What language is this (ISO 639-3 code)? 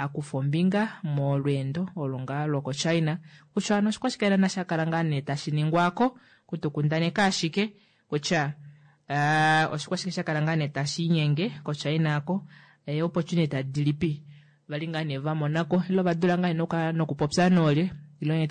kua